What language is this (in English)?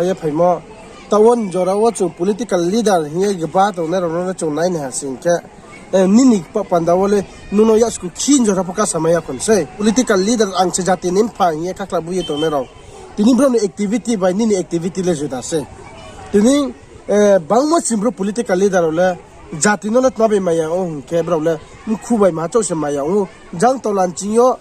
Riang (India)